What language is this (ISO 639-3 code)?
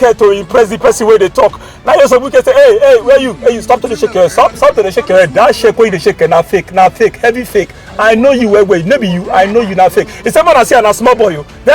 pcm